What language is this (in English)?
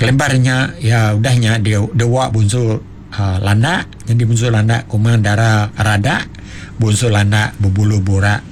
Iban